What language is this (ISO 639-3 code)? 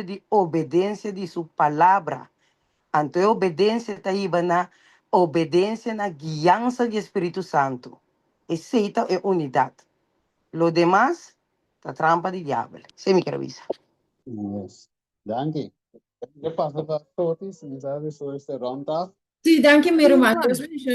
pap